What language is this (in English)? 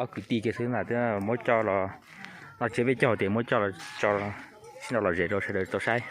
Hmong